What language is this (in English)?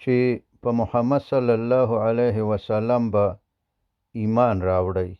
Pashto